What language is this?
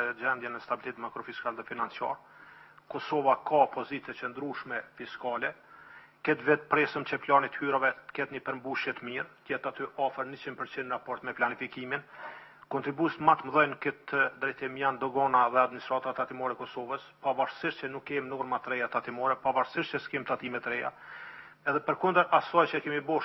Albanian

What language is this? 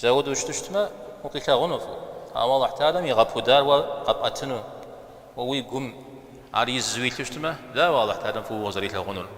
Kabardian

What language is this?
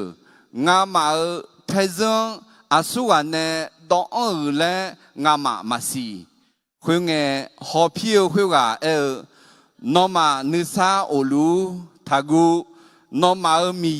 Akha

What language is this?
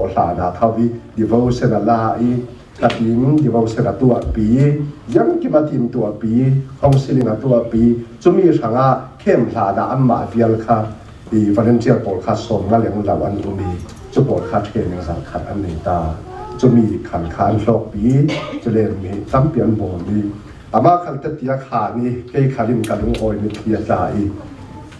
Falam Chin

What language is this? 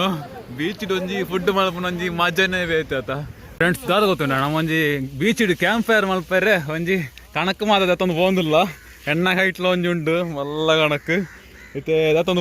Tulu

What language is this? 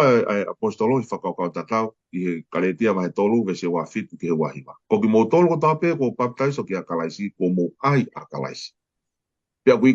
Tongan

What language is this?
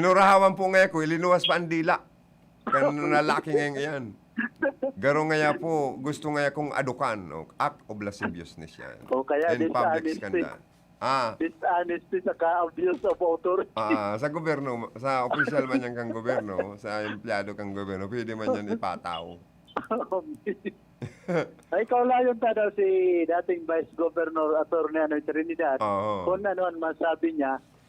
Bikol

